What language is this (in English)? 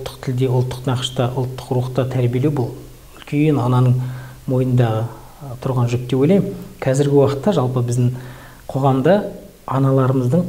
Kazakh